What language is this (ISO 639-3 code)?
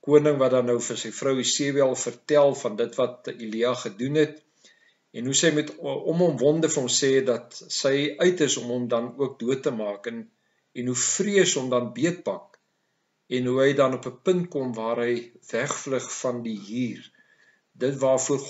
afr